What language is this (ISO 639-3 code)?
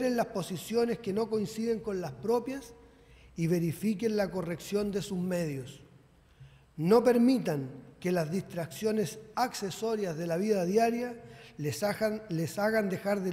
spa